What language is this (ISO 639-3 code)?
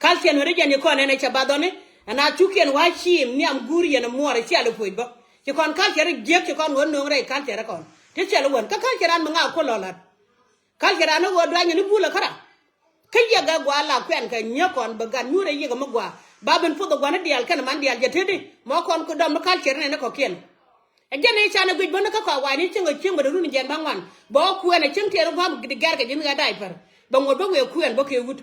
nus